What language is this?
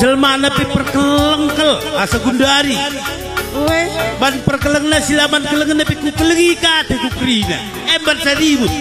Batak Karo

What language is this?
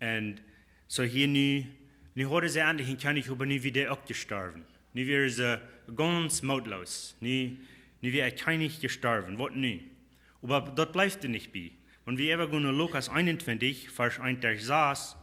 Plautdietsch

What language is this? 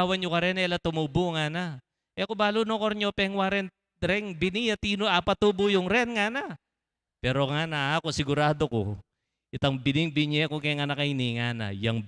Pampanga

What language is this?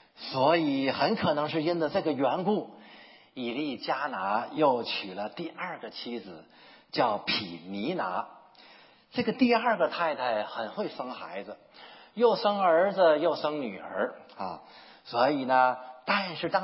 Chinese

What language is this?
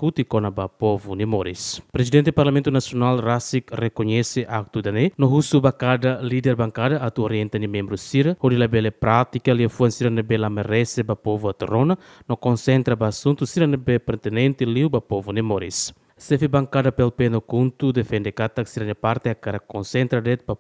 Tetum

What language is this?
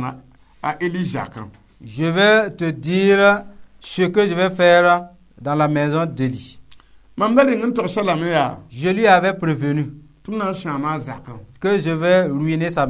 Mossi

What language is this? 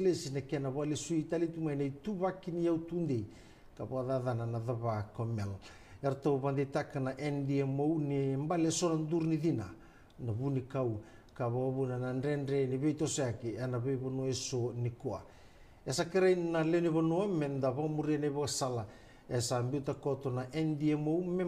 Fijian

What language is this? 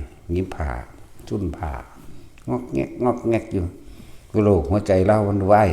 Northeastern Thai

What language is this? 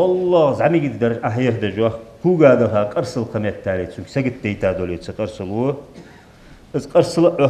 Ingush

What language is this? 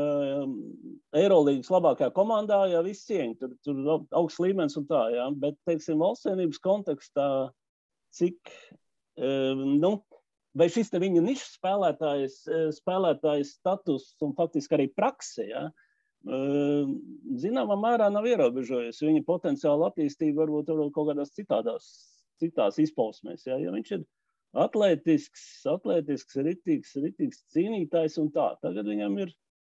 Latvian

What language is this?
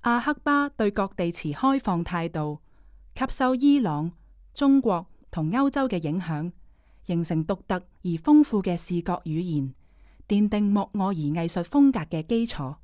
Cantonese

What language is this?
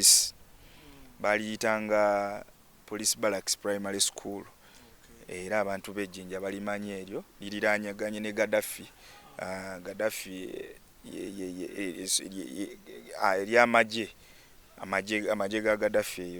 Ganda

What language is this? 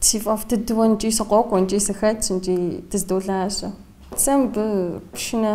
Kabardian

